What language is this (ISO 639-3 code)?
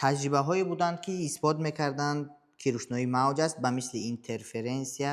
tgk